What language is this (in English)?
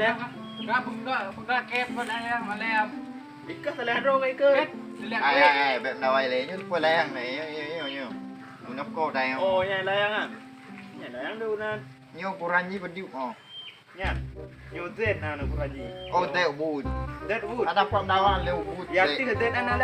Achinese